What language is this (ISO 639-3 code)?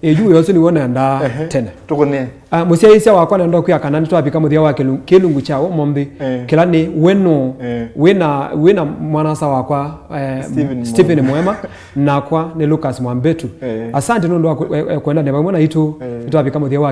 kam